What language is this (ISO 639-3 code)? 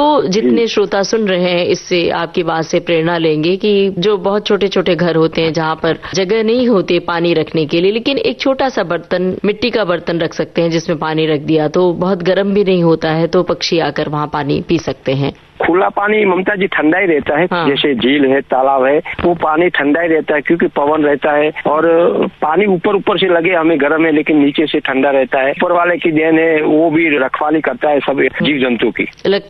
hin